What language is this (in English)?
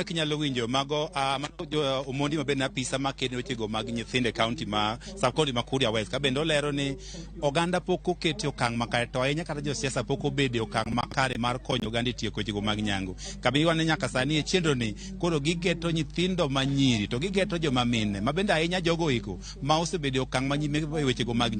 Luo (Kenya and Tanzania)